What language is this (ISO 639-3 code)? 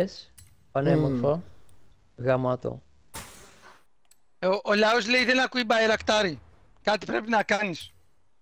ell